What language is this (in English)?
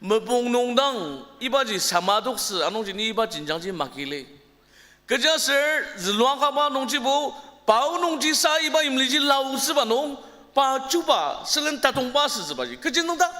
Ao Naga